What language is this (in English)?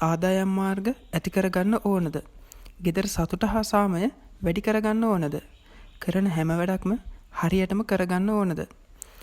Sinhala